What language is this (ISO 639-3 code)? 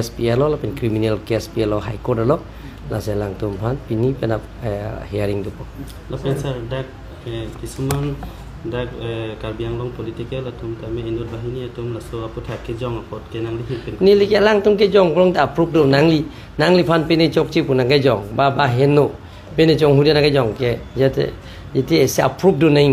mjw